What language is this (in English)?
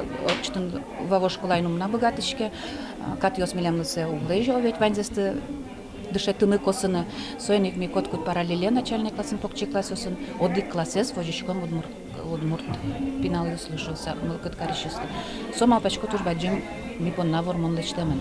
Udmurt